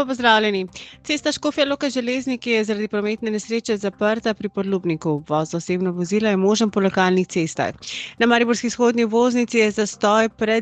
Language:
Slovenian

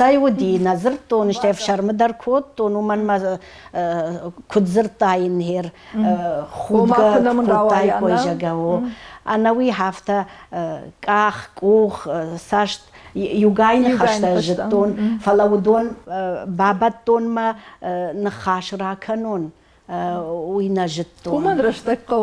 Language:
Ossetic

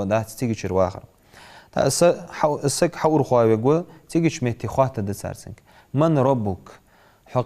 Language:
Ingush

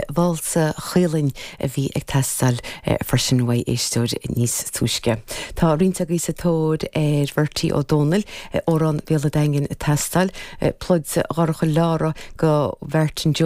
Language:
Irish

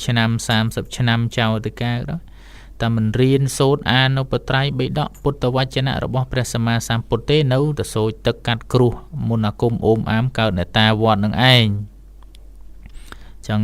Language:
Khmer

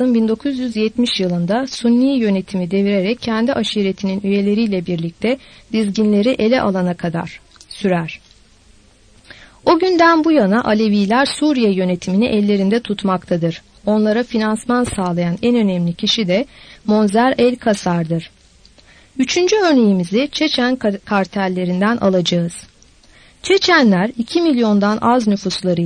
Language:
Turkish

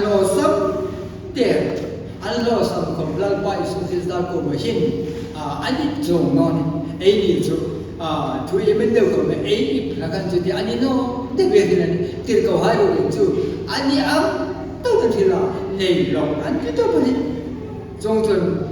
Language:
Hmar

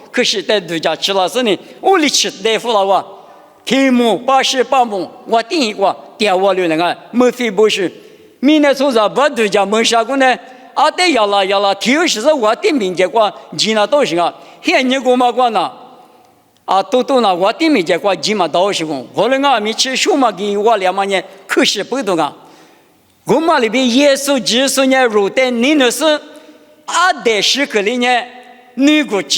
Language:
Lisu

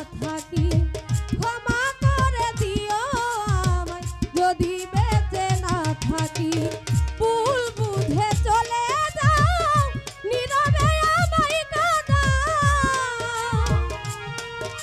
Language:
Bangla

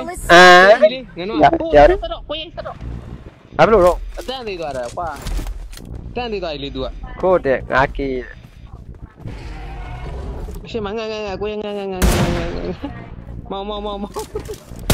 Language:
Burmese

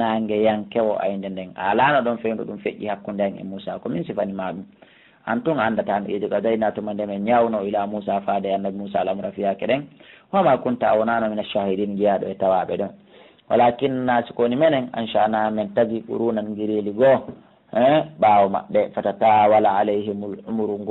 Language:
Fula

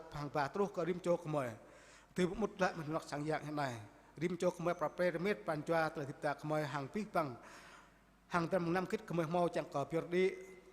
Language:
Jarai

